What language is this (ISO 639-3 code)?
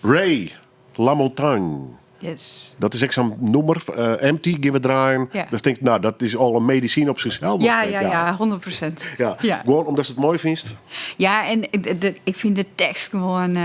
fry